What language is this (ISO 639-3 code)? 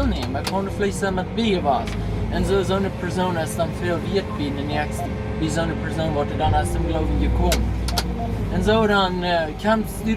pdt